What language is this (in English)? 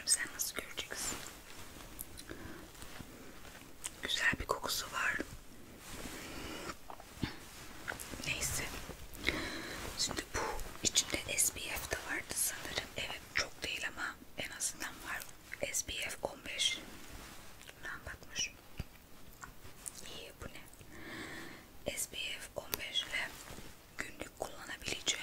Turkish